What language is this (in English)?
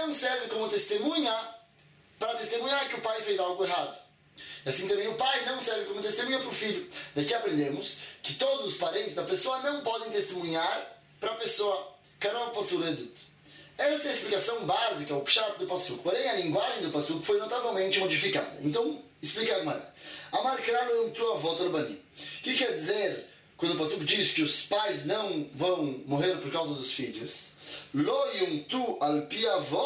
Portuguese